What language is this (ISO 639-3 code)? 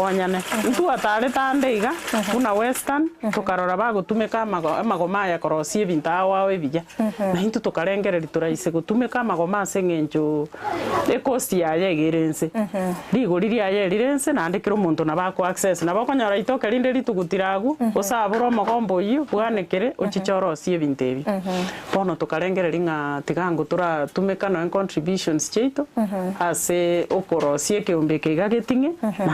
guz